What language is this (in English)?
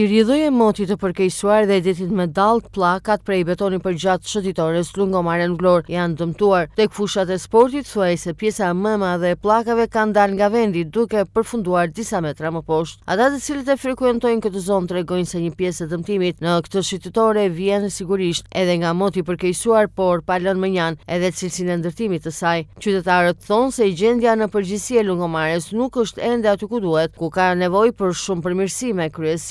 Albanian